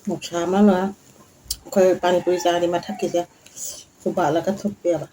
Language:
Manipuri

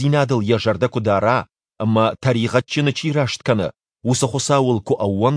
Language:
Ossetic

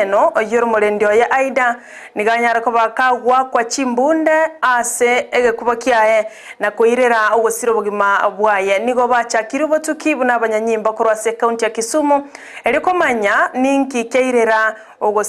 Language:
Gusii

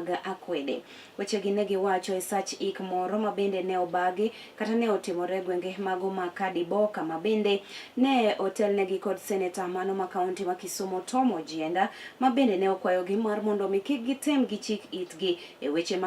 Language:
Luo (Kenya and Tanzania)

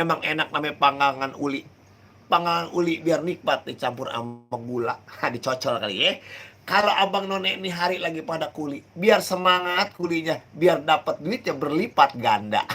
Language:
Betawi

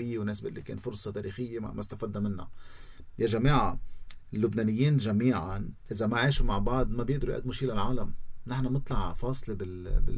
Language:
North Levantine Arabic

